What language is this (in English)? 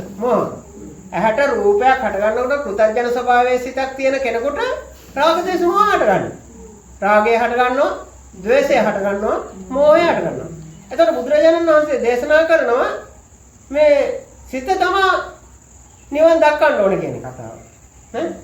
Sinhala